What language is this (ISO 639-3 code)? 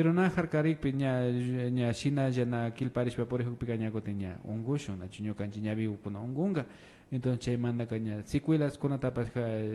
qvi